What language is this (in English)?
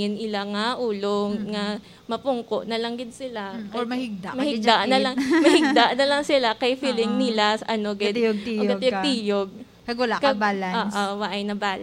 Hiligaynon